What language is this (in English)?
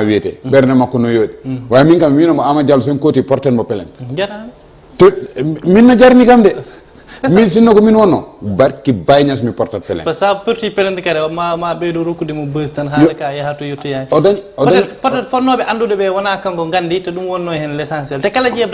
Fula